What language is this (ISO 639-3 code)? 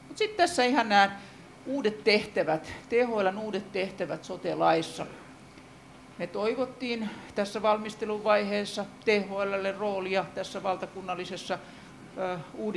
fin